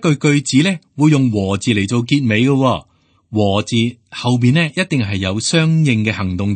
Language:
Cantonese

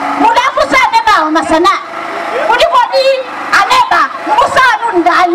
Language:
Nyanja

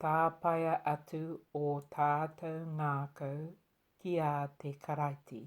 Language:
Māori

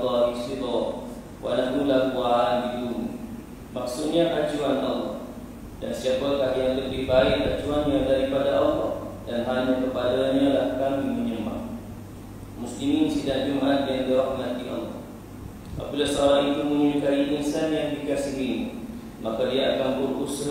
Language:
Malay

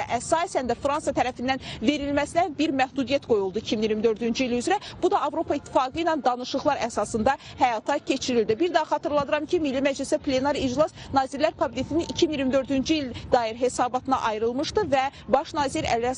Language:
Azerbaijani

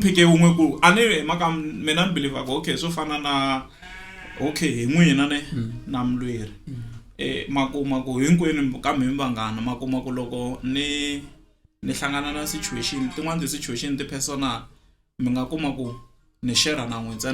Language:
Tsonga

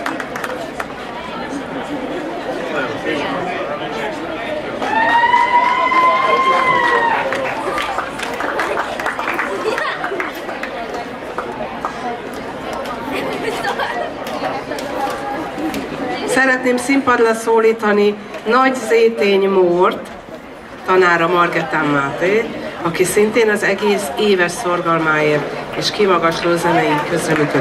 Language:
Hungarian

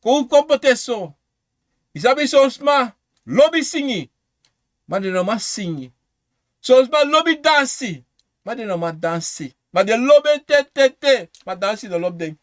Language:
Sranan Tongo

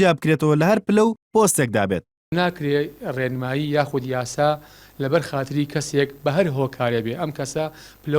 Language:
Central Kurdish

